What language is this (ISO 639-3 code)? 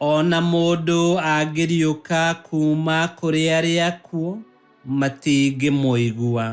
kik